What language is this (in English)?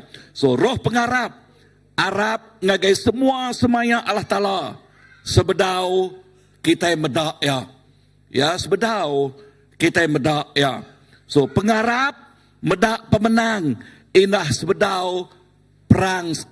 Iban